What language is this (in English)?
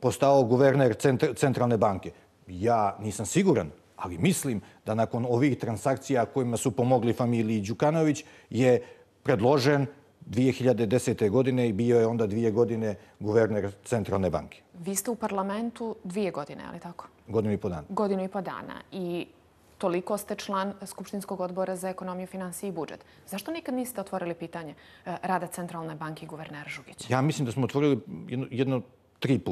Bosnian